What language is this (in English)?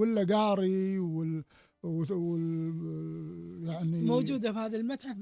Gulf Arabic